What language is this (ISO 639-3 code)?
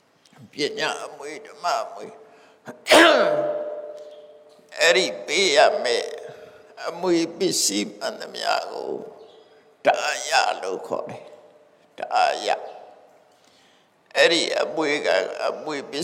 mya